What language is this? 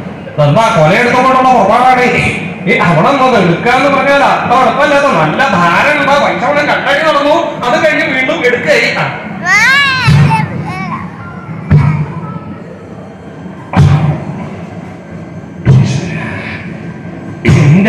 Malayalam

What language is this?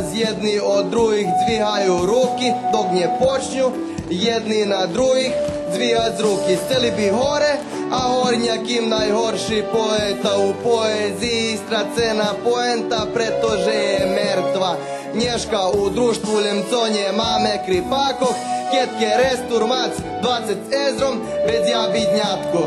Rusyn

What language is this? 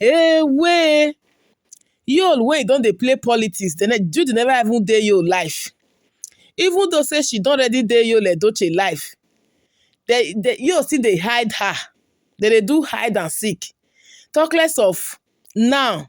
Nigerian Pidgin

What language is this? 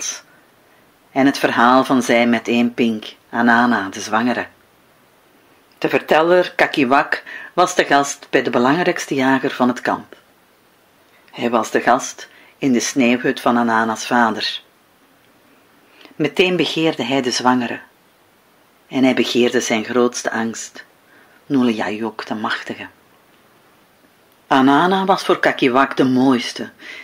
Dutch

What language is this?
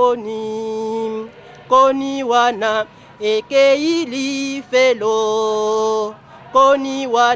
Lingala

